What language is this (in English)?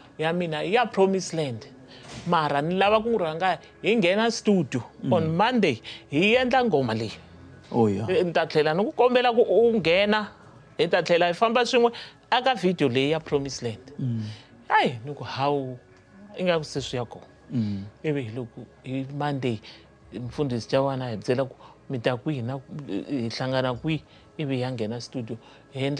Tsonga